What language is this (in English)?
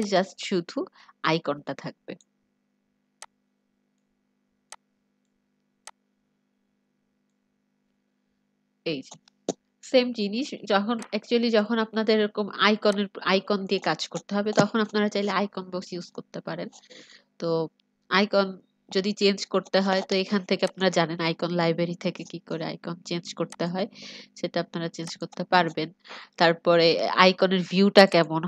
Bangla